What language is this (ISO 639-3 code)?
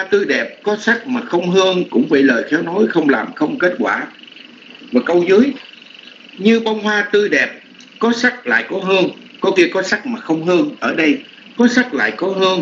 vie